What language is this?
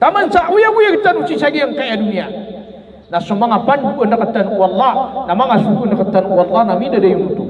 Maranao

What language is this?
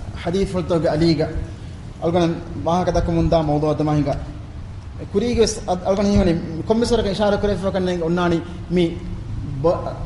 Divehi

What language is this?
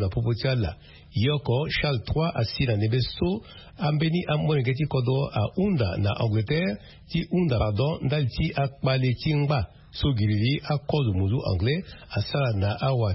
Sango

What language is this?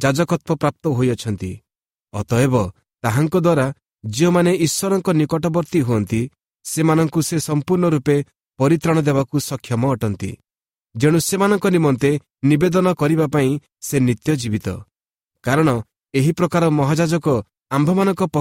Odia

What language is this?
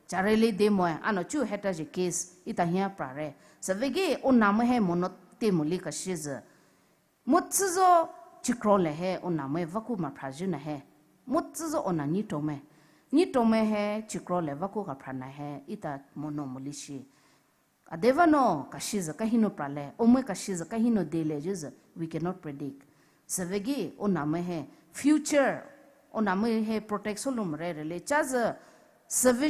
Poumei Naga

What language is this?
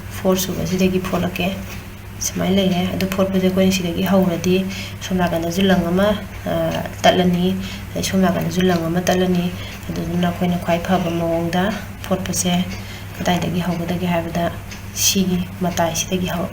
Manipuri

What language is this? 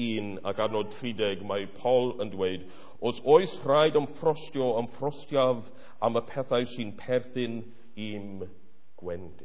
Welsh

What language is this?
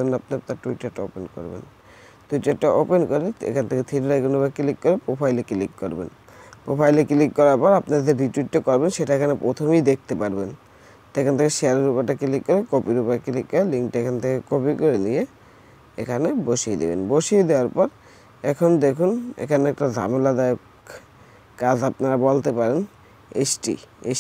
Bangla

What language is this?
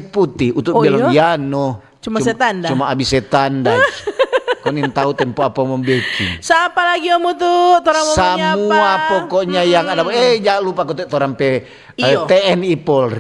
Manado Malay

